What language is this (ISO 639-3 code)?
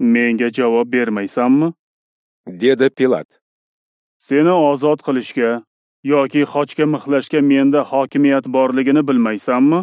uzb